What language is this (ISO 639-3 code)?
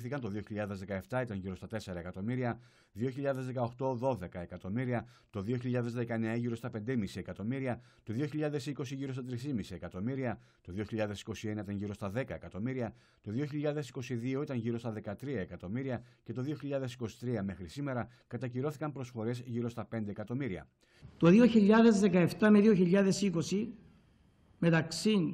ell